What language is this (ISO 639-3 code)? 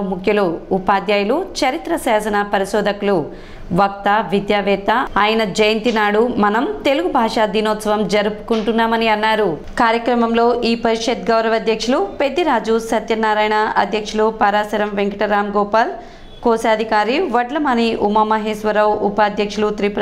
tel